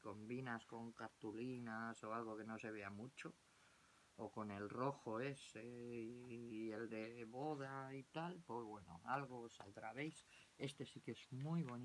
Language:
Spanish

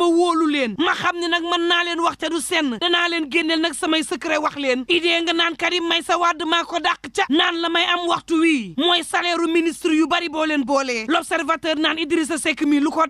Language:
Wolof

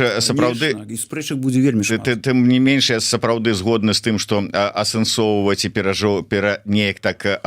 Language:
Belarusian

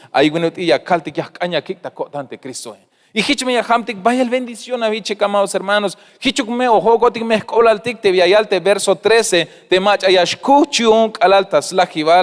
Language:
Tzeltal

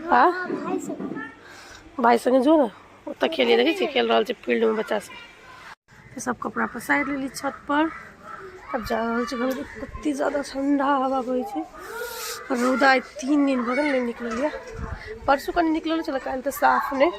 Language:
Maithili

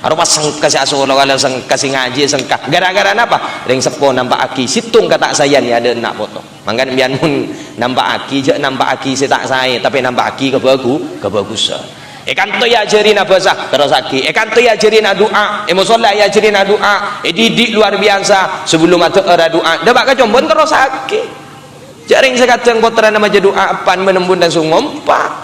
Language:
Madurese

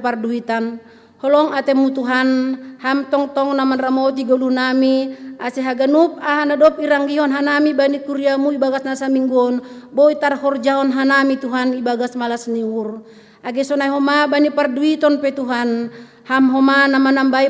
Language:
Batak Simalungun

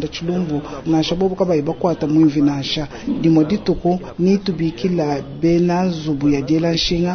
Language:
Luba-Lulua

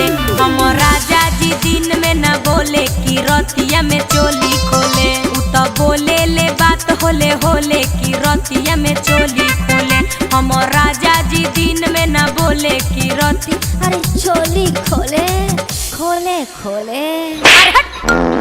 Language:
Magahi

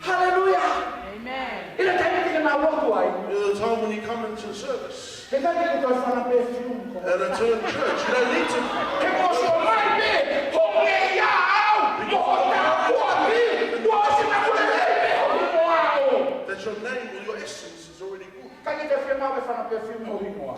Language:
Tongan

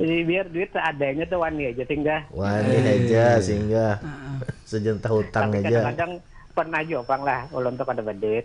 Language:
Banjar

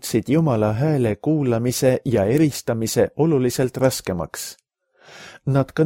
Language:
Estonian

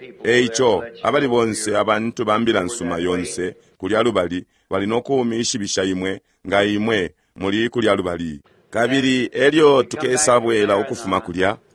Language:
Bemba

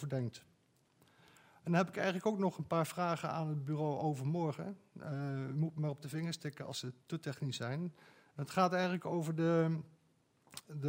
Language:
Dutch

